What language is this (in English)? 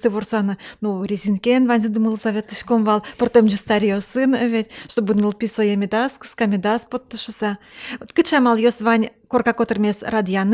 Udmurt